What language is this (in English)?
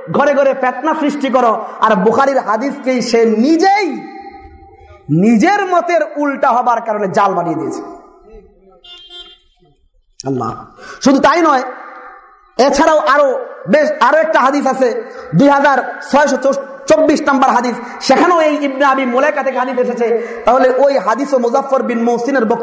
Bangla